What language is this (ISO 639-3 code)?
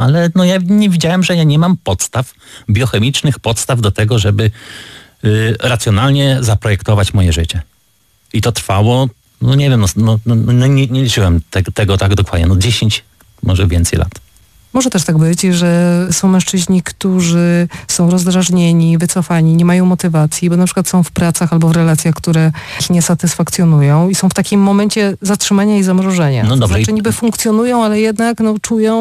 pol